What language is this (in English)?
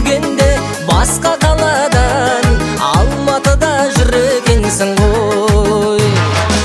Kazakh